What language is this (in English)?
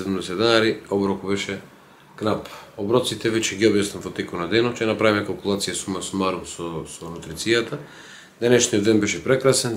Macedonian